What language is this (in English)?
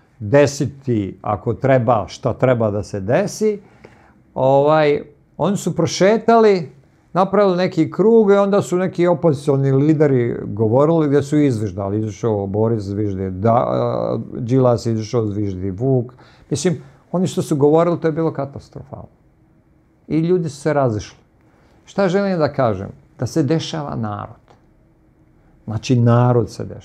Serbian